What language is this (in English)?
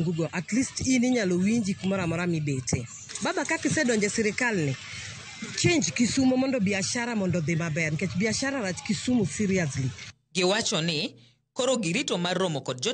Luo (Kenya and Tanzania)